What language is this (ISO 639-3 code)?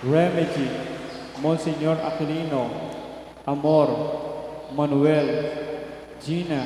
pam